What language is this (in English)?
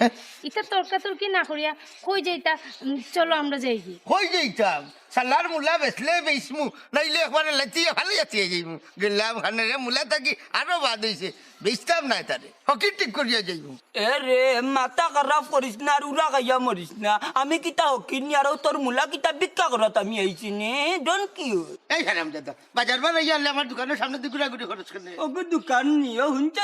Sylheti